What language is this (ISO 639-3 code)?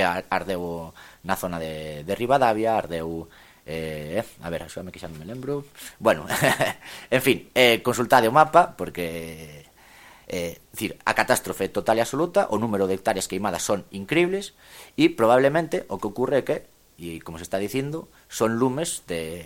glg